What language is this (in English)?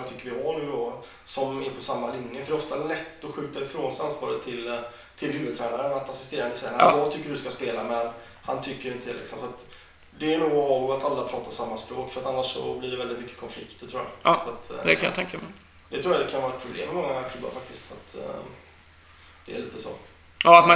Swedish